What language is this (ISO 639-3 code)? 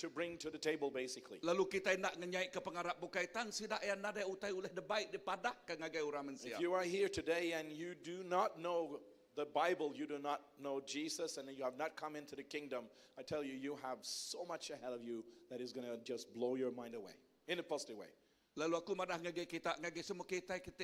iba